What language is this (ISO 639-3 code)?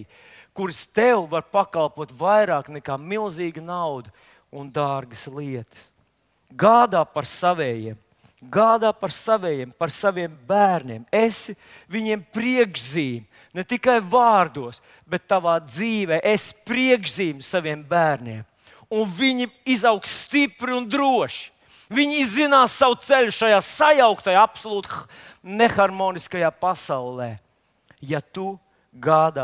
lav